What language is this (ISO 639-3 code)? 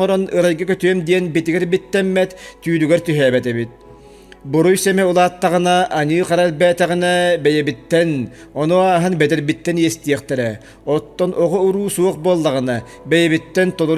sah